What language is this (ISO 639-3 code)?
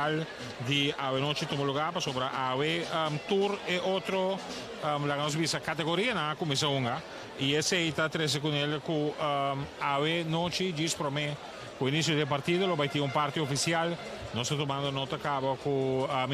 pap